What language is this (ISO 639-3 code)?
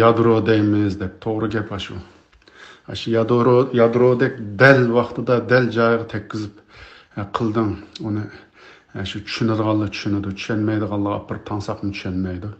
uig